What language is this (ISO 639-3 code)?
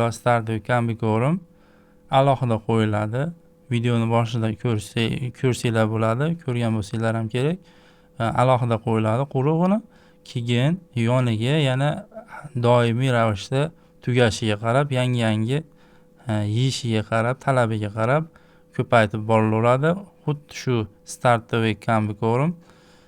uzb